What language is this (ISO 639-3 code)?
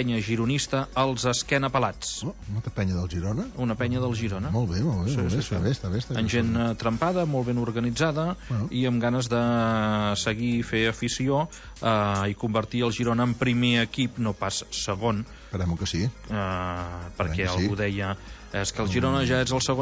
cat